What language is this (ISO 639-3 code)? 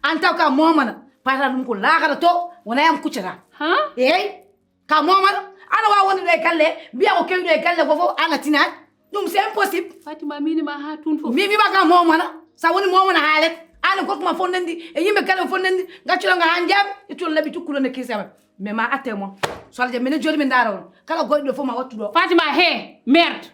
ful